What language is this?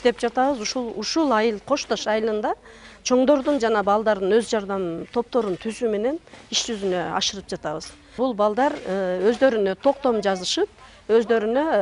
Kyrgyz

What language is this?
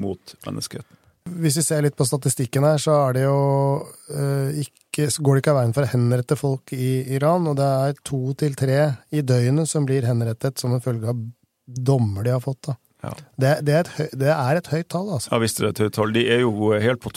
Norwegian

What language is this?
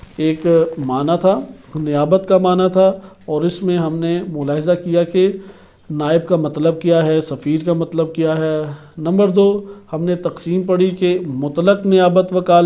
Urdu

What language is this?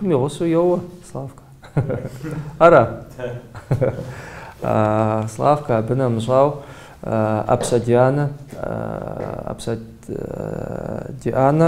Kabardian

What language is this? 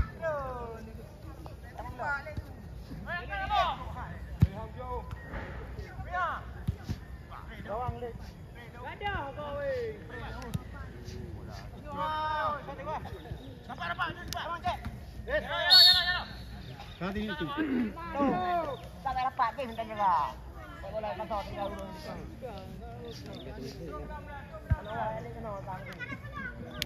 Malay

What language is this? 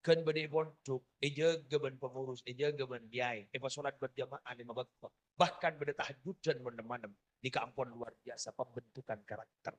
Madurese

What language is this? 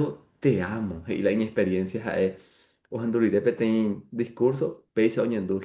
Guarani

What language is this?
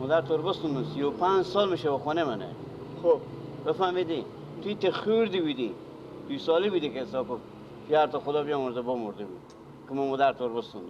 Persian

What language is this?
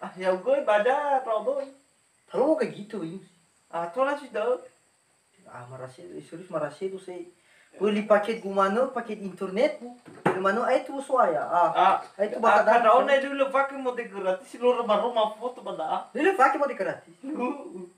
Nias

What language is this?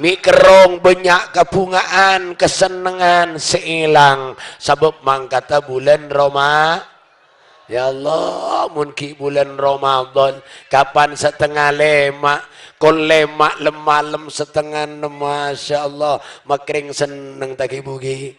Madurese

